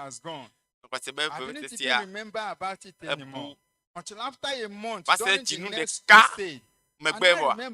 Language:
Ewe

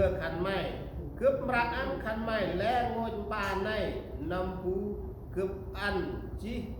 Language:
Central Mnong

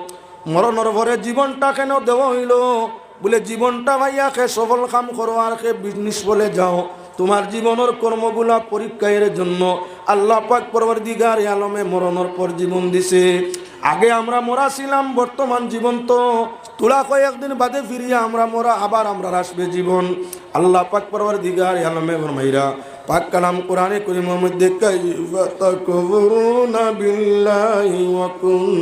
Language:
Sylheti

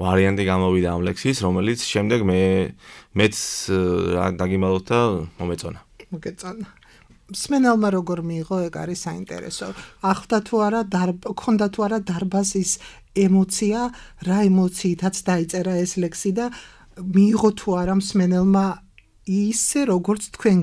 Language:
Georgian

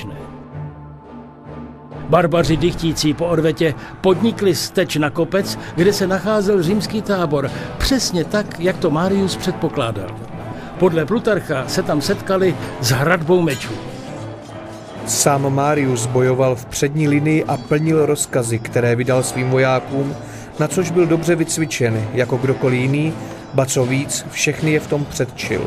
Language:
Czech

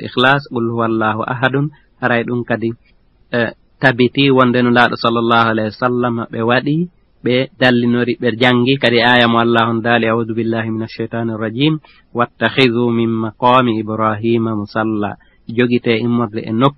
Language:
Fula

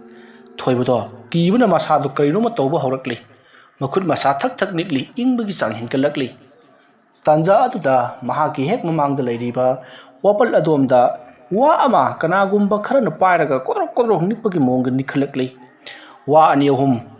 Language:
Manipuri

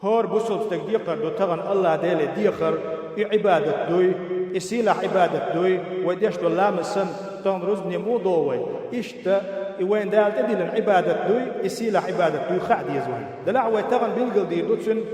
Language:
Chechen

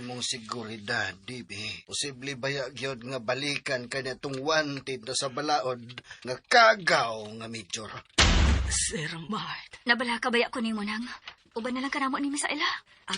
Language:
Cebuano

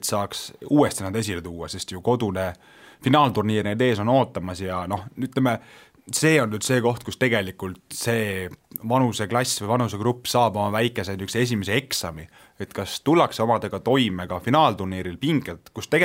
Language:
Estonian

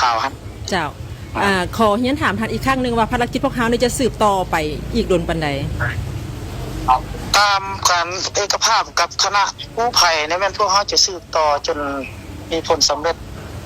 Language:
Lao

